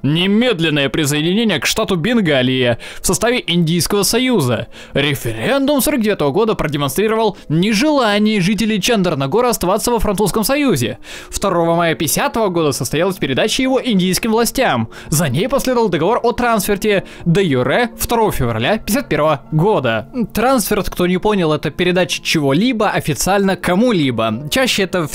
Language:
Russian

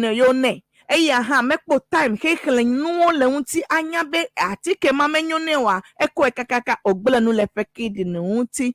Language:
Ewe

